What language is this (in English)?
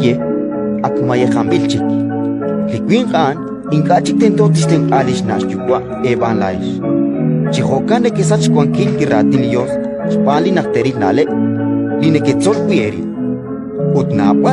Kekchí